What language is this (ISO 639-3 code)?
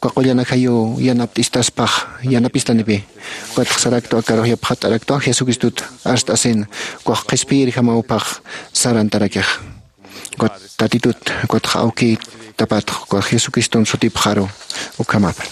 aym